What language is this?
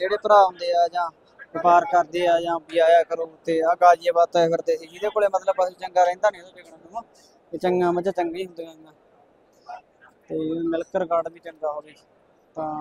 Punjabi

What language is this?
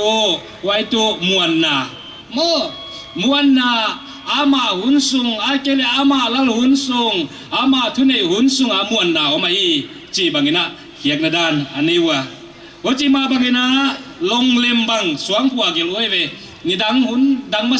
Paite Chin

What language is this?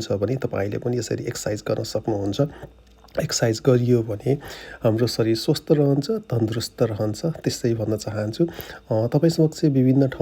Nepali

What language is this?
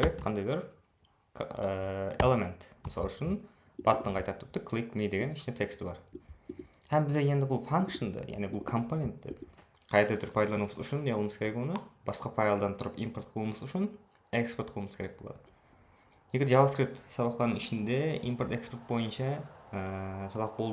Kara-Kalpak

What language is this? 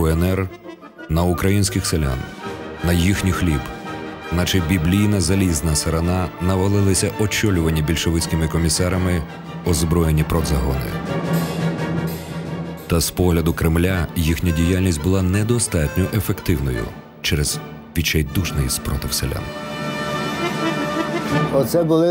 Ukrainian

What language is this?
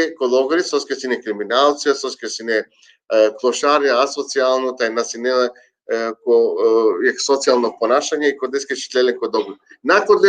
Balkan Romani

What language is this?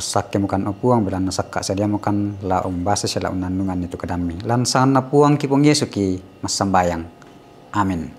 Toraja-Sa'dan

